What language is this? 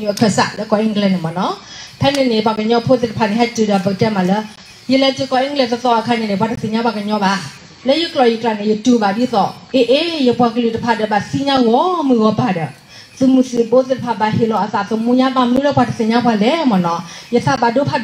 S'gaw Karen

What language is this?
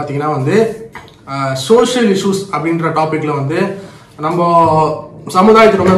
Tamil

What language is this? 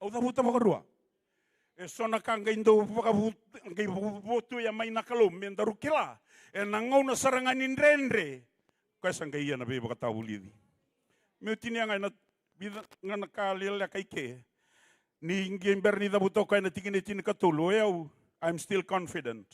Fijian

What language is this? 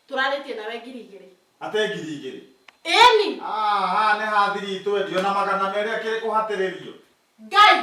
Kikuyu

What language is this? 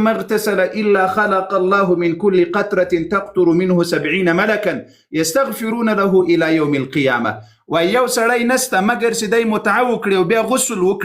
Pashto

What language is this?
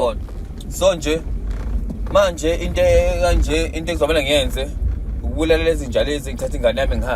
Zulu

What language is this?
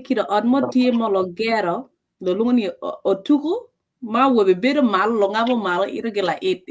Acoli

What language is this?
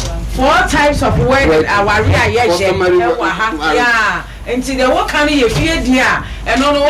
Akan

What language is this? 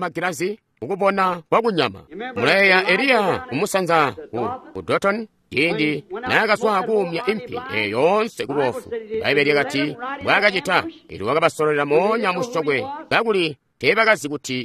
Tonga (Zambia)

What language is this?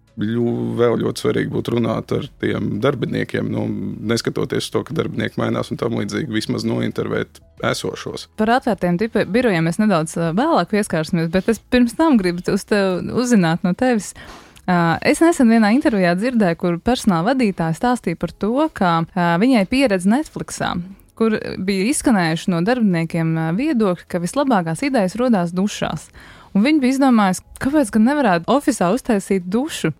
Latvian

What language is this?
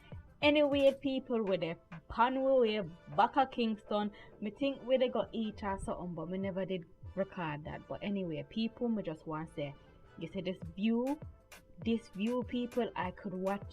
Jamaican Creole English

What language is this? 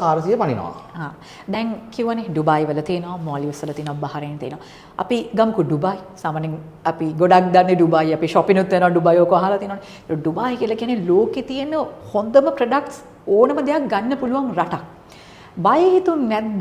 Sinhala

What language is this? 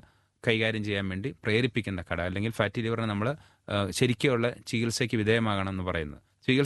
Malayalam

